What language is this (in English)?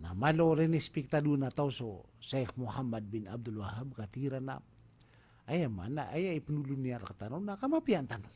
Maranao